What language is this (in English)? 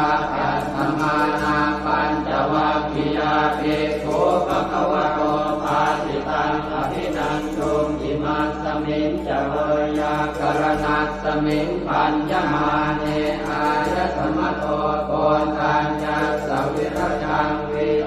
Pali